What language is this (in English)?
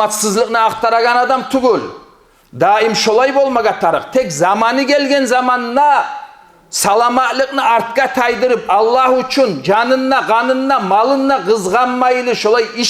Kumyk